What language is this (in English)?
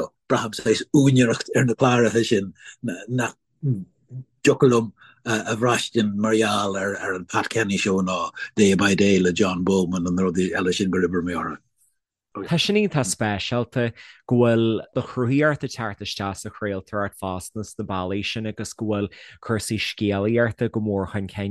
Irish